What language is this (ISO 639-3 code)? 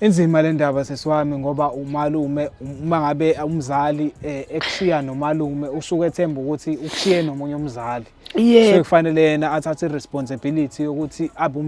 zul